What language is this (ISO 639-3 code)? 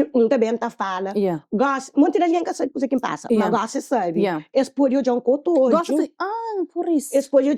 kea